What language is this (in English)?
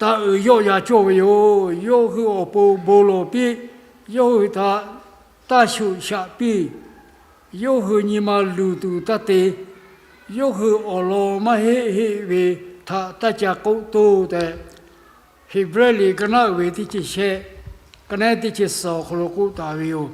Lahu